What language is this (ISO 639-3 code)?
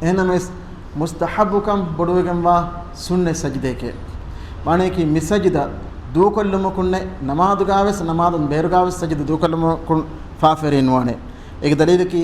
div